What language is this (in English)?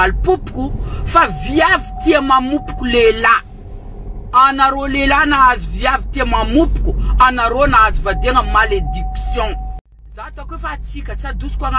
Malagasy